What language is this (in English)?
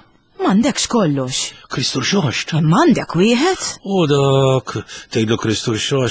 Maltese